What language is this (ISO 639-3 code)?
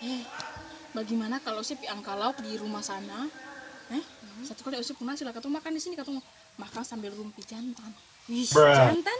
abs